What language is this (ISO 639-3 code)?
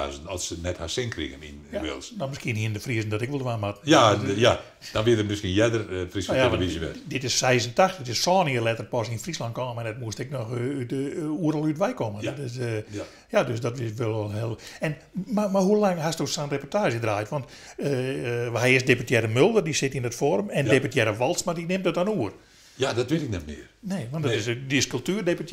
fry